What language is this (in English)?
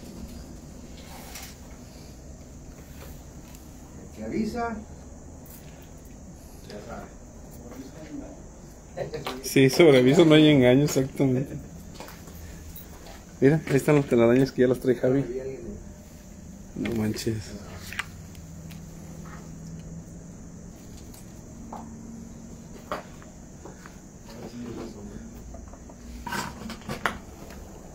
Spanish